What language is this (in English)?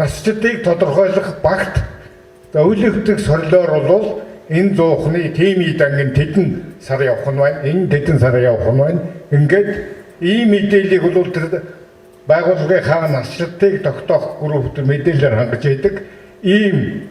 Mongolian